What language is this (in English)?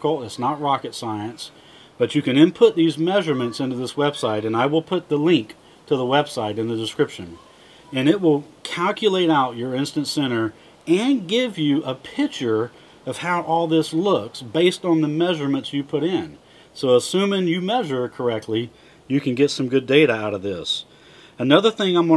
English